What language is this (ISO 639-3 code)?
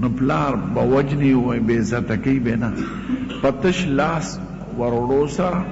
pus